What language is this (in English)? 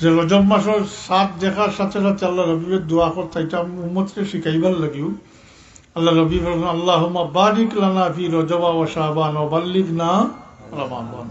Sylheti